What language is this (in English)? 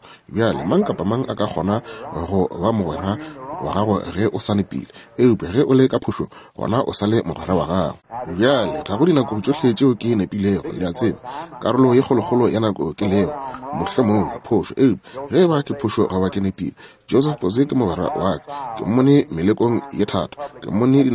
Northern Sotho